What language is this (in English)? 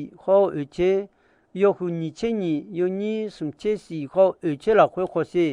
Akha